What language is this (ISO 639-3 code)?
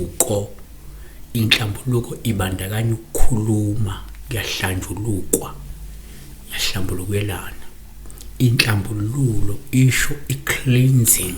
zul